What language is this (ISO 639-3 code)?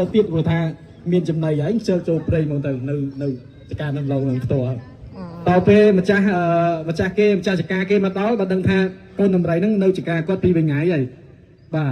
khm